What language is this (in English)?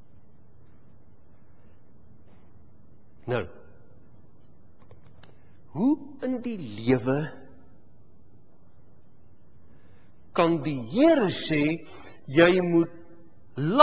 Afrikaans